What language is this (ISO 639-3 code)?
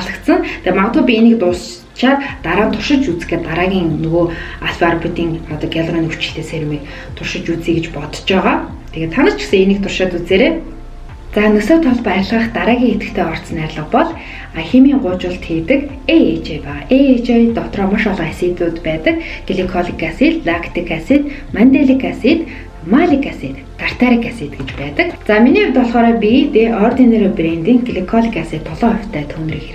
mon